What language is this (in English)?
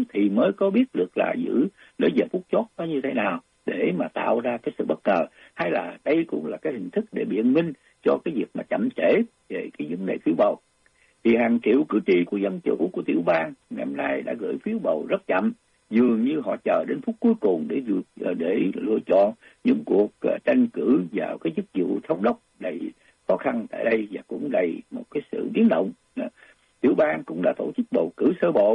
Vietnamese